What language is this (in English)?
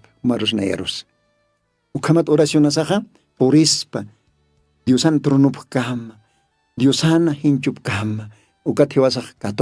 Aymara